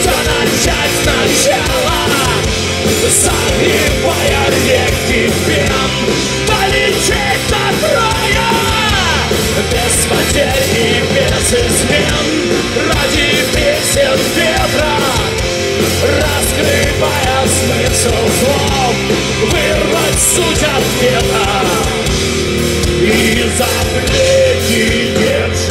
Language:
Russian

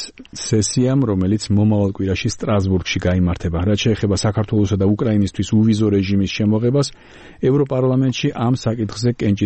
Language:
Georgian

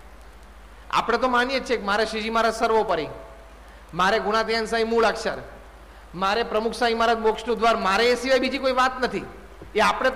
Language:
Gujarati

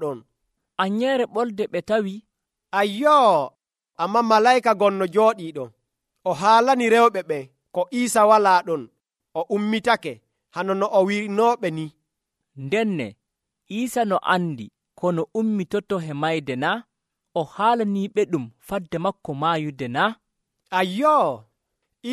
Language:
Nigerian Fulfulde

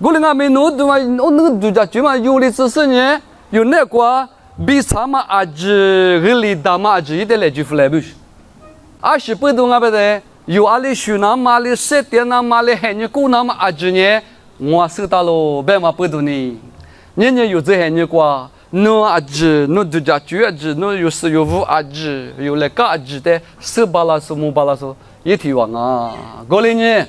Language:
Lisu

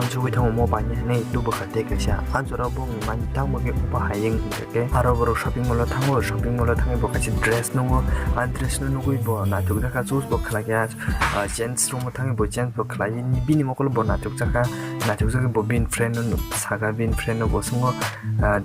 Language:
Kok Borok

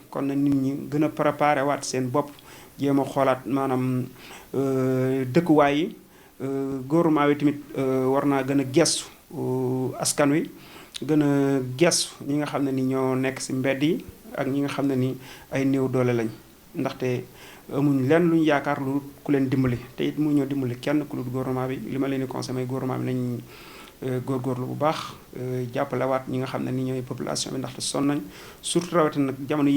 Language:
Wolof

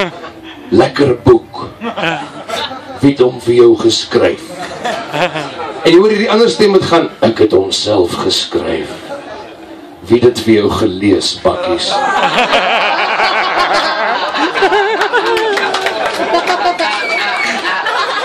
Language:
Afrikaans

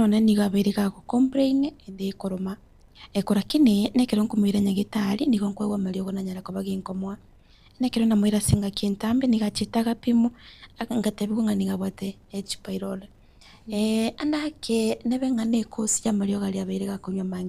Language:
Gusii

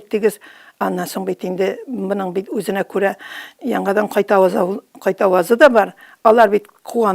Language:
Tatar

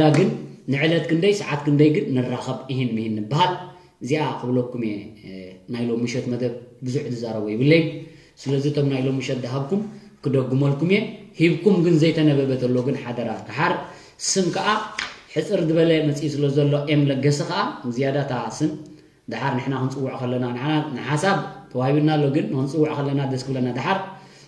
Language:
Tigrinya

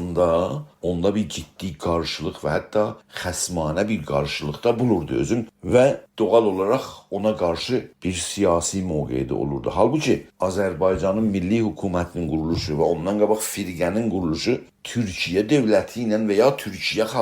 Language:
South Azerbaijani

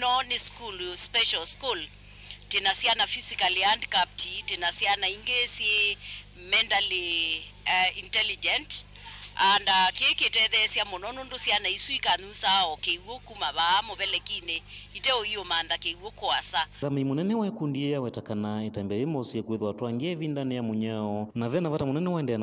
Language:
Kamba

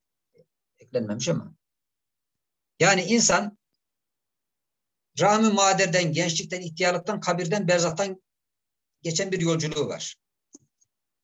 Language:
Turkish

